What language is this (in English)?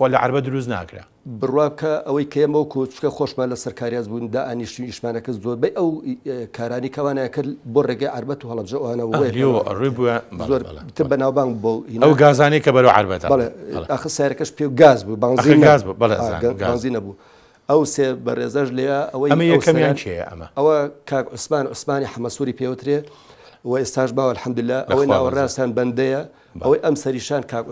Central Kurdish